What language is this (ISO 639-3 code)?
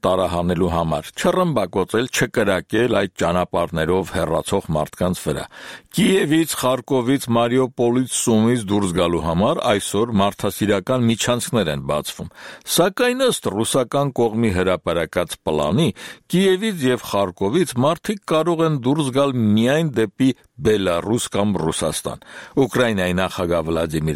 hye